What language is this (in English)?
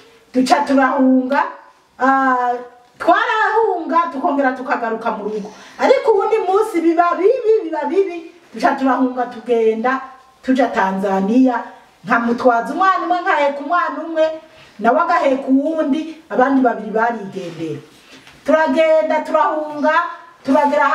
Rundi